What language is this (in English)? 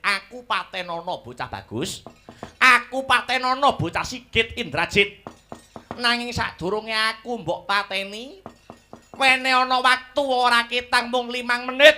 Javanese